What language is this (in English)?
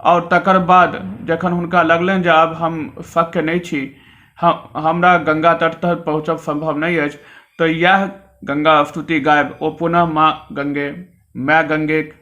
Maithili